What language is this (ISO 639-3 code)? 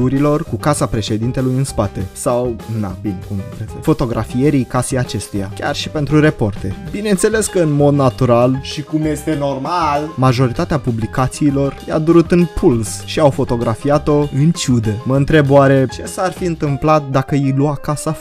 ron